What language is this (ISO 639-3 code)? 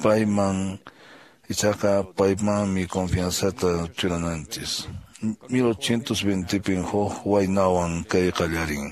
que